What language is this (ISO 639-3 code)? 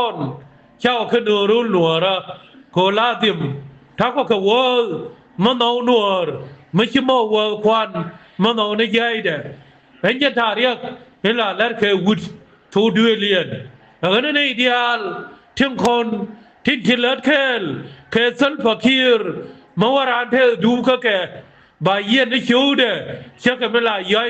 nus